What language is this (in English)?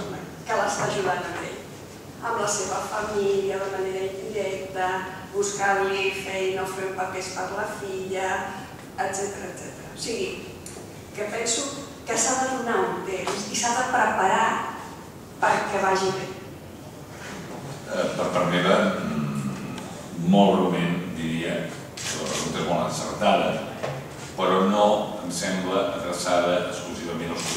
Catalan